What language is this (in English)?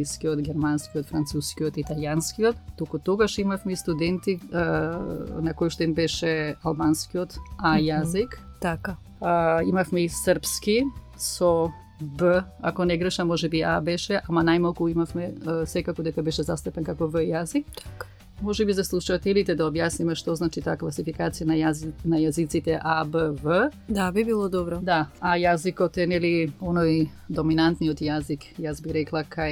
Macedonian